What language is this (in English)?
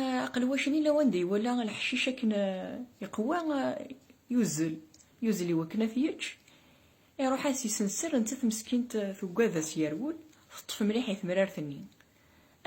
Kabyle